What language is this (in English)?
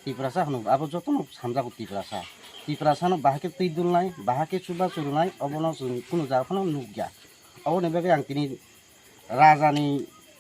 Kok Borok